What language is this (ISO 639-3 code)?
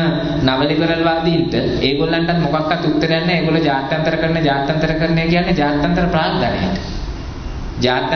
sin